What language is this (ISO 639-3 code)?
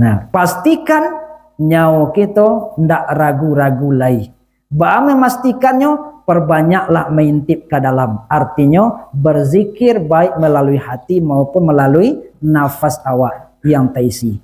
min